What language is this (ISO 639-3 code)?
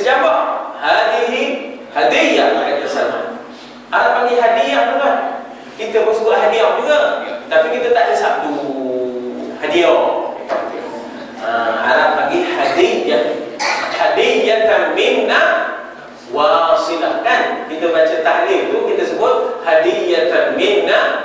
msa